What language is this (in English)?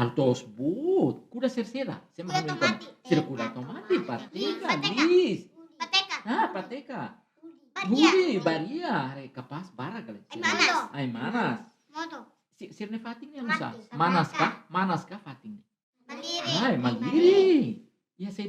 Tetum